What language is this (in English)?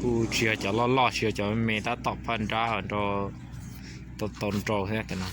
Hmong